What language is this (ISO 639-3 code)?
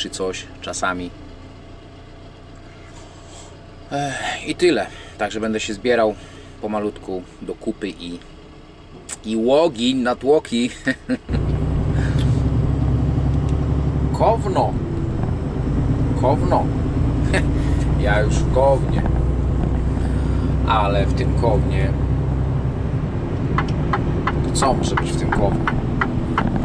pol